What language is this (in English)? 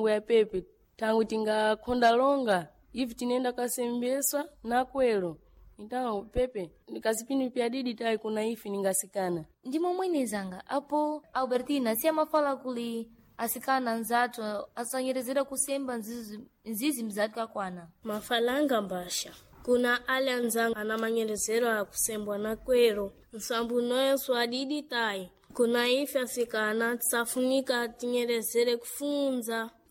Sena